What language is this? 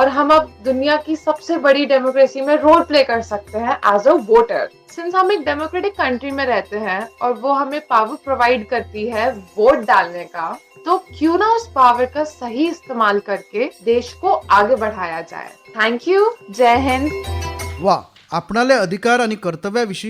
Konkani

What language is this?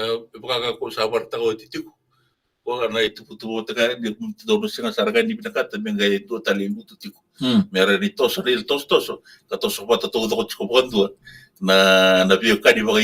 Fijian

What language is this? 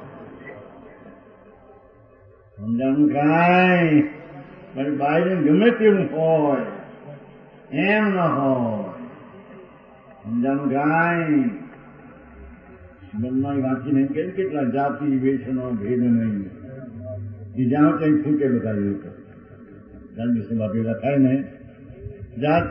Gujarati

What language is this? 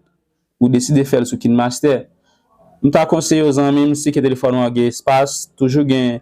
Haitian Creole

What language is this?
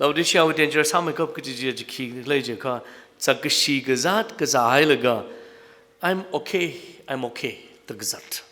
Tangkhul Naga (India)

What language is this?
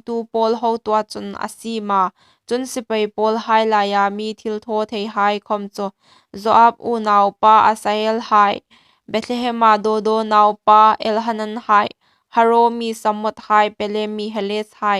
Hmar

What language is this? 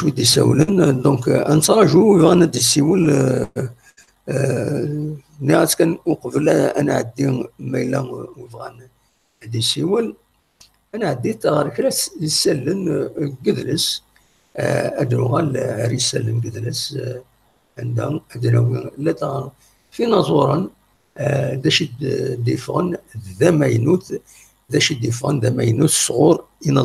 Kabyle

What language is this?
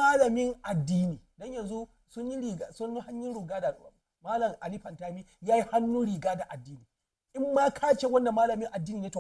Hausa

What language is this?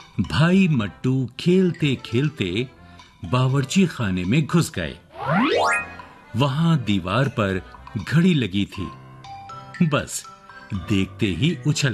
Hindi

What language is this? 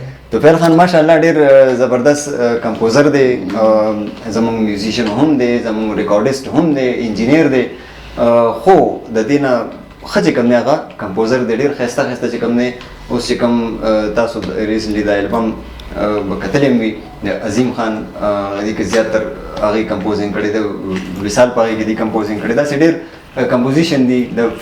Pashto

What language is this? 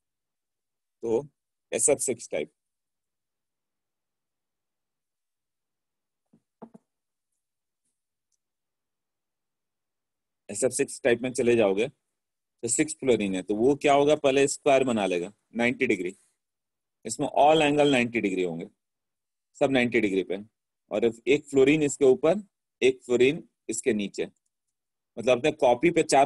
Hindi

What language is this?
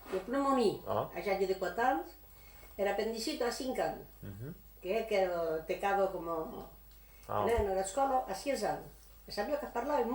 Occitan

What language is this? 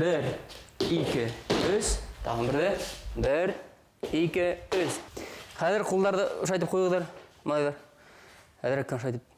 Bashkir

